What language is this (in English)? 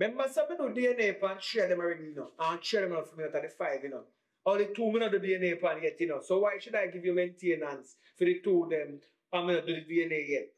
Jamaican Creole English